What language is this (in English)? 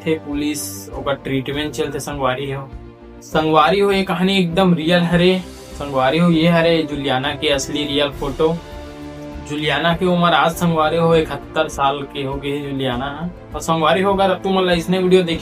Chhattisgarhi